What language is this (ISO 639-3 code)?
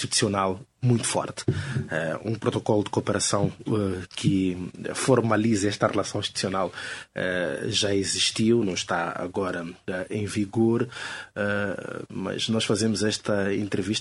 por